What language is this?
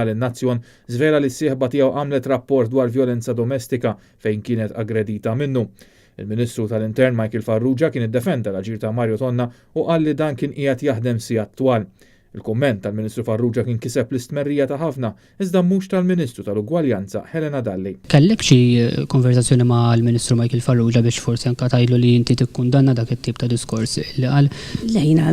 Maltese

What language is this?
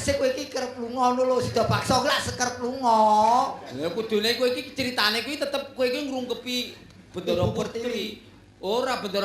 Javanese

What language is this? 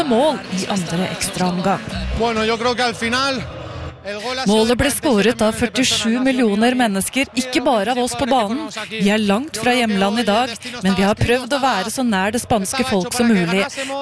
Norwegian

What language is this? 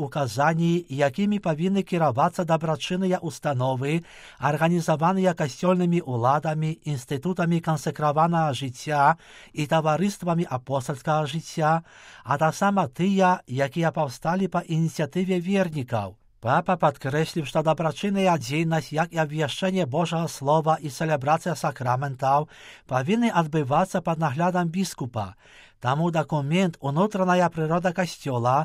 Belarusian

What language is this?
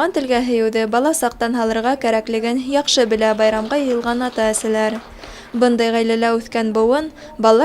Bashkir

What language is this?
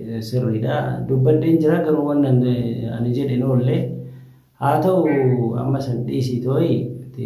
Oromo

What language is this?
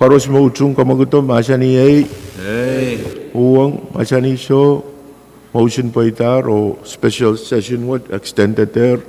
Pohnpeian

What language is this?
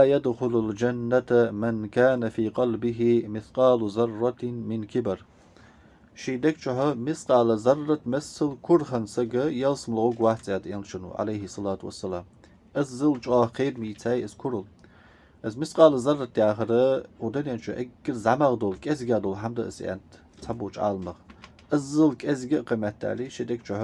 Ingush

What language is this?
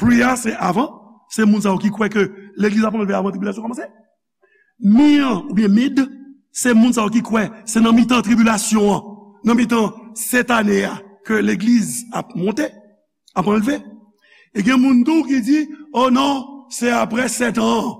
Haitian Creole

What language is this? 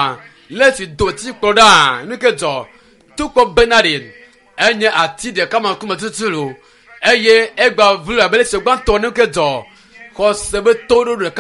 Ewe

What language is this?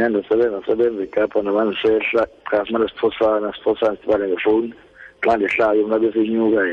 Xhosa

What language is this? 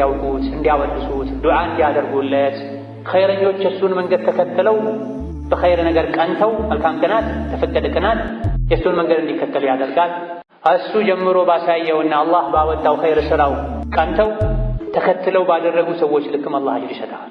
Amharic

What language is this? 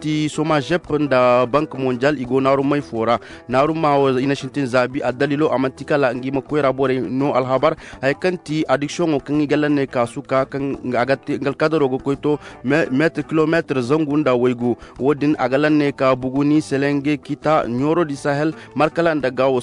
Koyraboro Senni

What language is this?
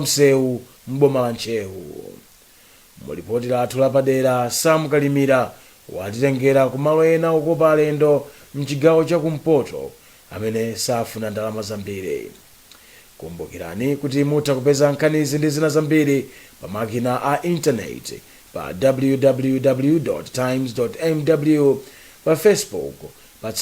Nyanja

